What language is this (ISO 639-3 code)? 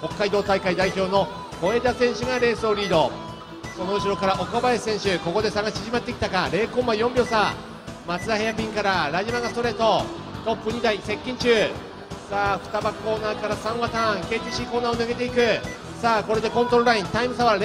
jpn